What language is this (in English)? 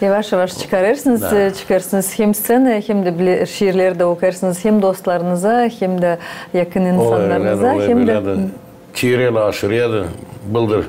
Gagauz